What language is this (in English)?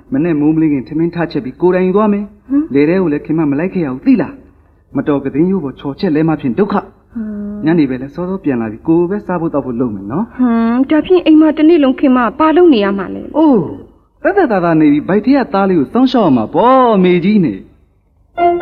Burmese